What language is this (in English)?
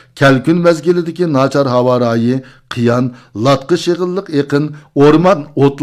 Uyghur